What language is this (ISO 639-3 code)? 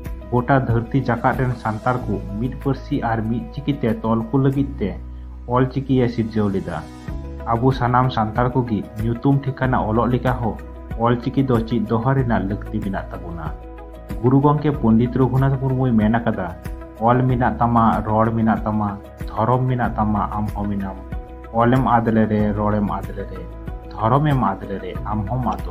sat